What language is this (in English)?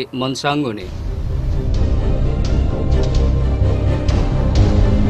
Bangla